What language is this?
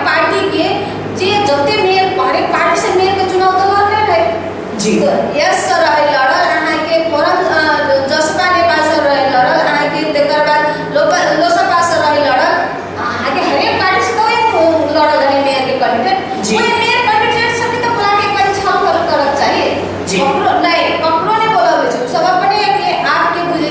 Maithili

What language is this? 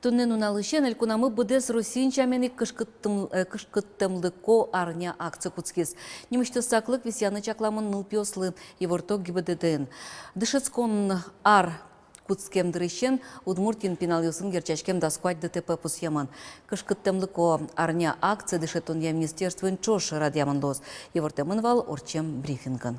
Udmurt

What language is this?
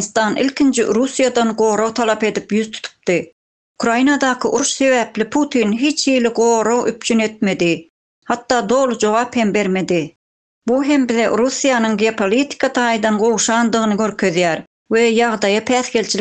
Turkmen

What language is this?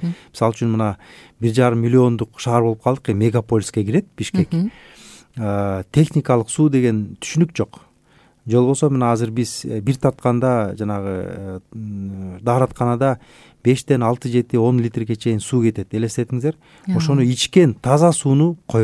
Kyrgyz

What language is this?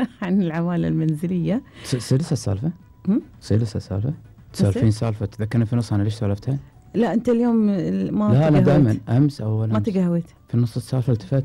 Gulf Arabic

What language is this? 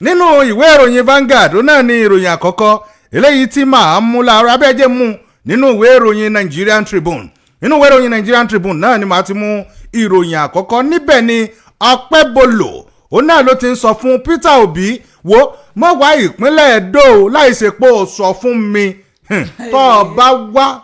Yoruba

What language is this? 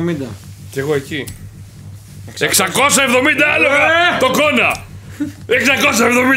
Greek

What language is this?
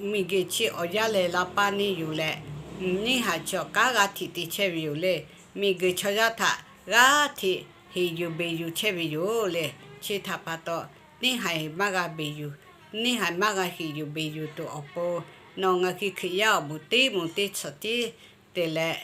Lahu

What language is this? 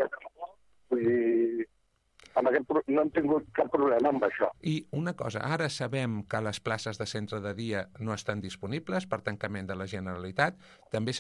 Catalan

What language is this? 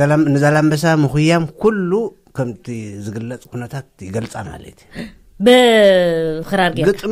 Tigrinya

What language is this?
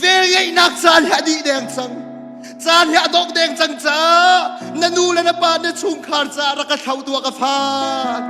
Hakha Chin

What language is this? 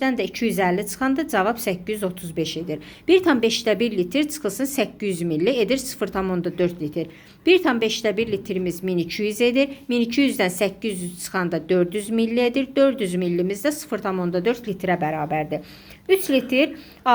Azerbaijani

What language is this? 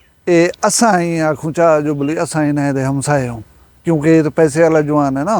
Saraiki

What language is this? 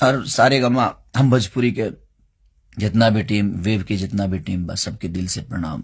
Bhojpuri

